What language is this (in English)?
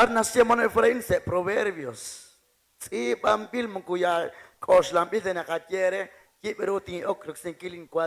Kekchí